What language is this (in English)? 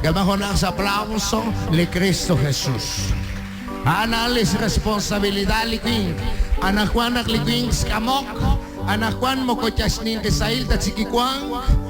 Kekchí